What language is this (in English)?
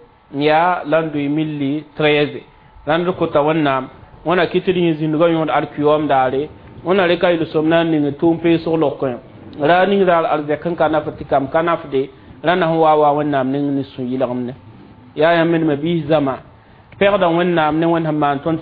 Mossi